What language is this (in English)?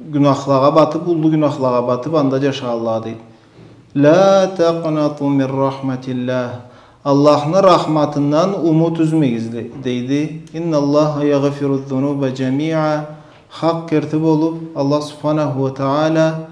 Karachay-Balkar